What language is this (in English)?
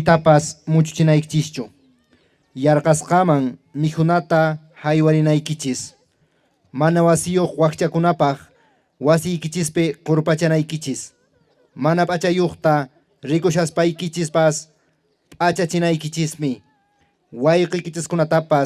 Quechua